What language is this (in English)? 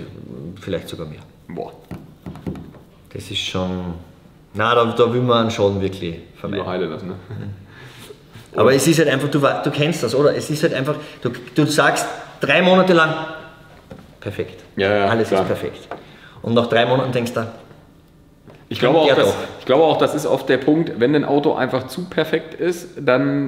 German